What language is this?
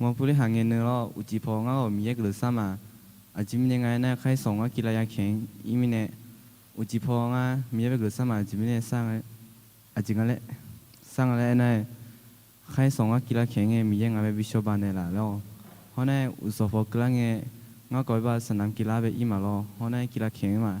Akha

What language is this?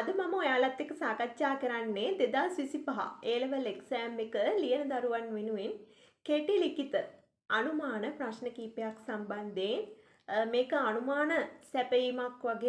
Sinhala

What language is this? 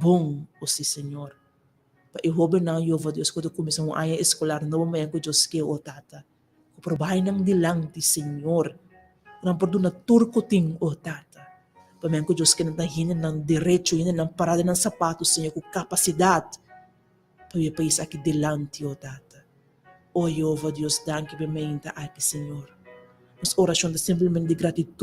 Papiamento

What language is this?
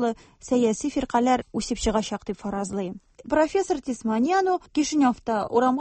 Tatar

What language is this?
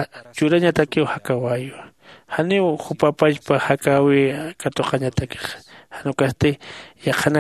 Aymara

